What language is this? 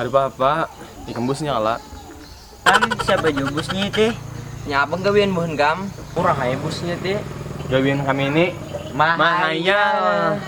Banjar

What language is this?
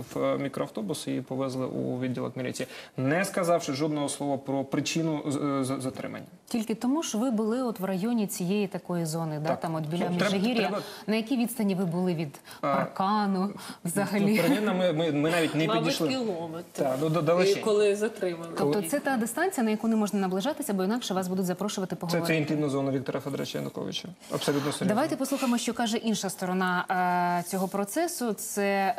Ukrainian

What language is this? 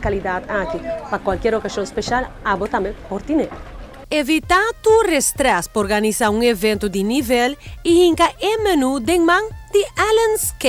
Papiamento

